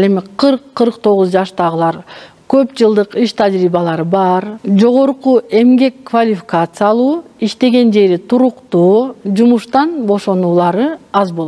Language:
Kyrgyz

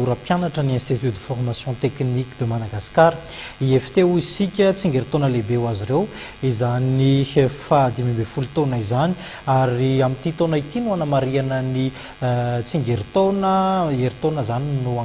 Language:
Malagasy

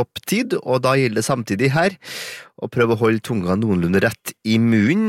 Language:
Norwegian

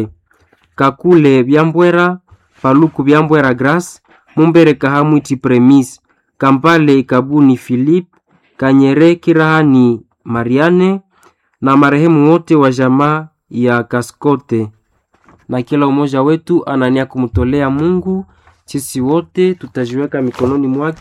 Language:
Swahili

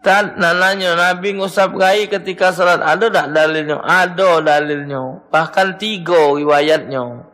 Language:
Musi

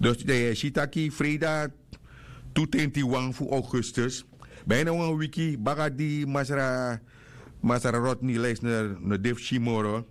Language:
Sranan Tongo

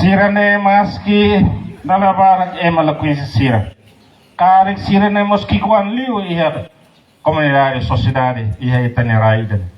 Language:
Tetum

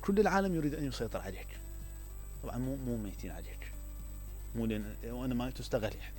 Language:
Mesopotamian Arabic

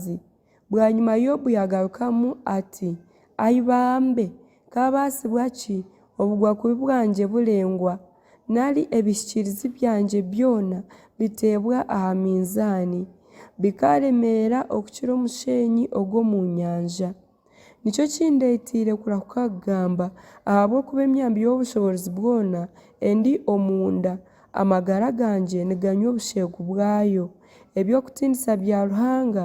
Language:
Nyankole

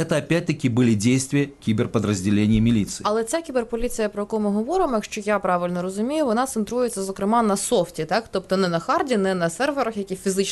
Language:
Ukrainian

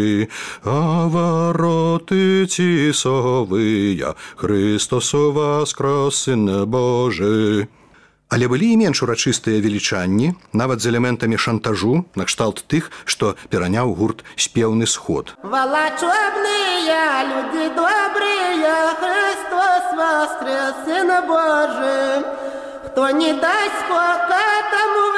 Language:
Belarusian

